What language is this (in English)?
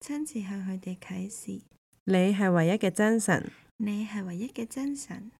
Cantonese